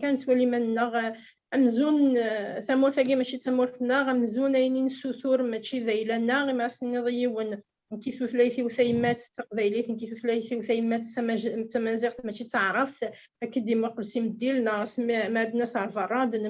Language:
Kabyle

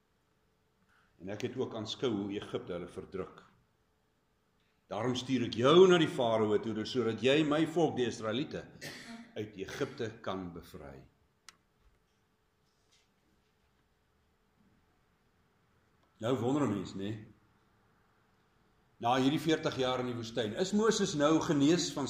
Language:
Afrikaans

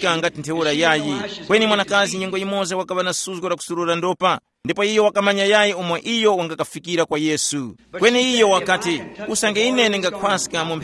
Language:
Tumbuka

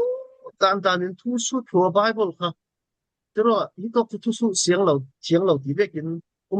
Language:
Falam Chin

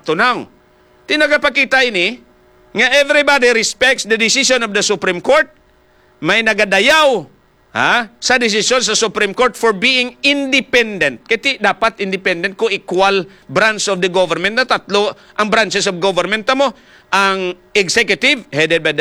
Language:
Hiligaynon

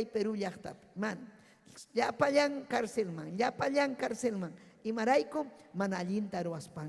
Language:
Ayacucho Quechua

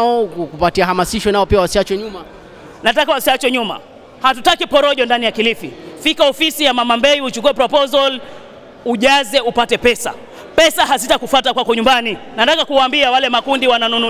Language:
Swahili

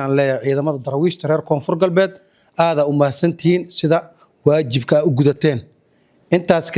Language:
Somali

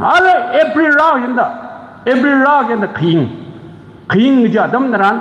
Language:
Tangkhul Naga (India)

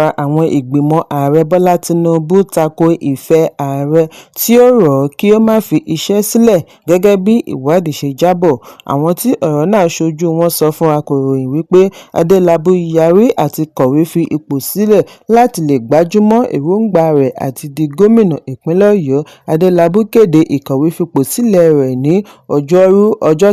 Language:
Yoruba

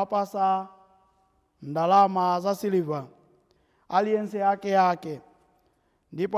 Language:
Nyanja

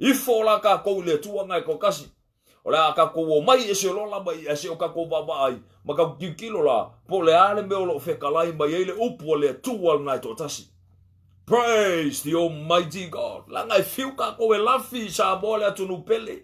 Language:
Samoan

